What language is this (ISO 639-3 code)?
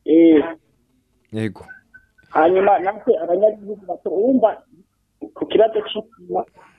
run